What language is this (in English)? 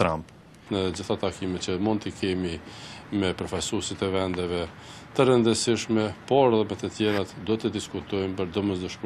Albanian